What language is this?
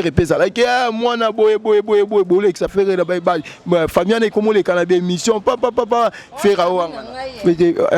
Lingala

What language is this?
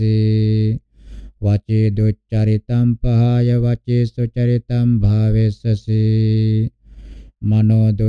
Pali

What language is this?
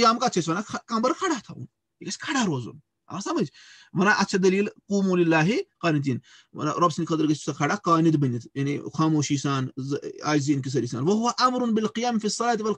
Kashmiri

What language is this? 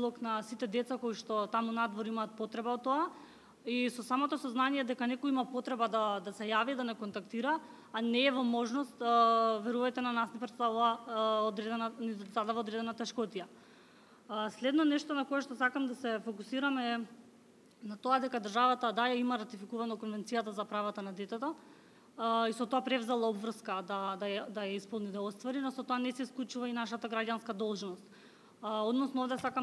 Macedonian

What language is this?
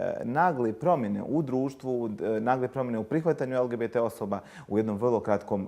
Bosnian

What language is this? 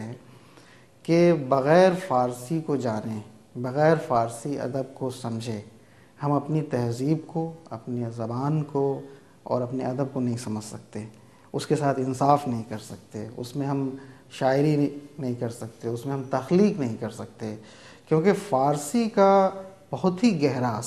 Urdu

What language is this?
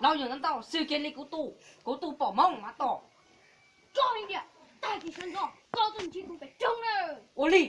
Hmong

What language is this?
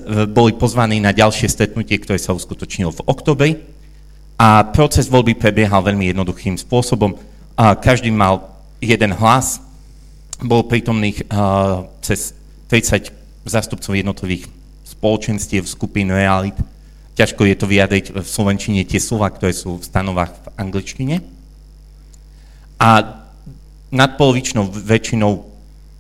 Slovak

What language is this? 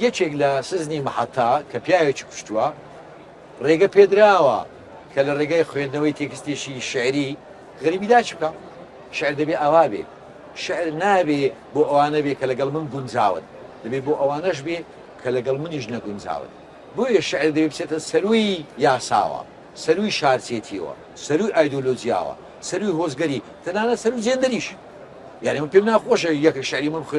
Central Kurdish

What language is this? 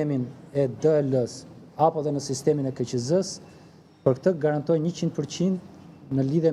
Albanian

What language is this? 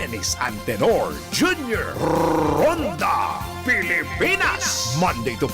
Bikol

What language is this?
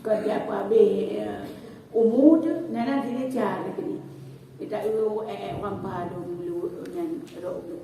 Achinese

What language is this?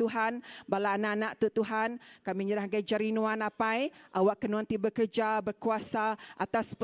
Iban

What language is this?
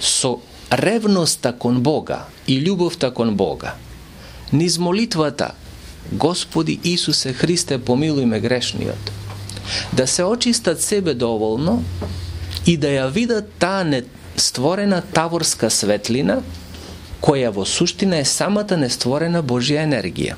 Macedonian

